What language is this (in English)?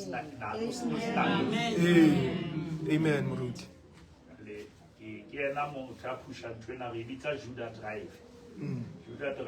Southern Sotho